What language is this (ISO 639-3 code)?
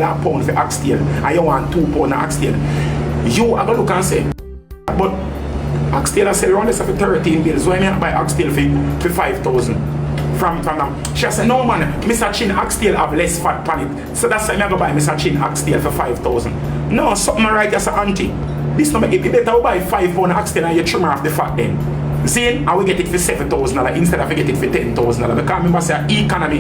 jam